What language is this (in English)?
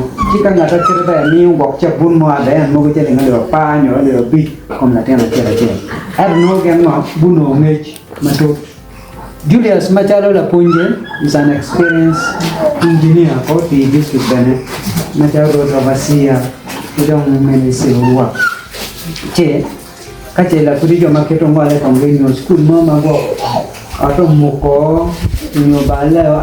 Acoli